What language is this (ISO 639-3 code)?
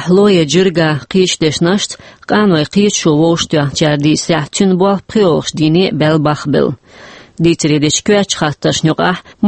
che